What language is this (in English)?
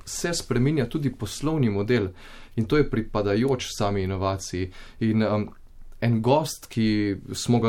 Slovenian